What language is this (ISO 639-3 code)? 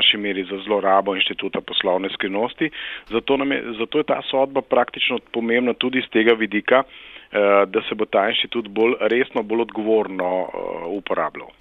slv